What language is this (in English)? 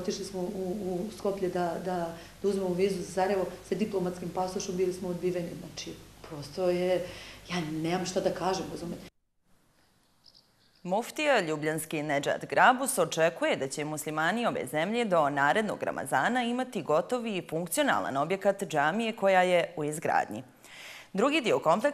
Bosnian